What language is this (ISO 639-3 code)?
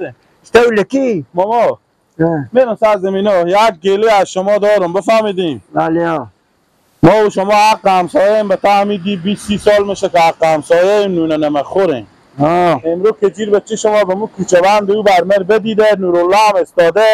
fas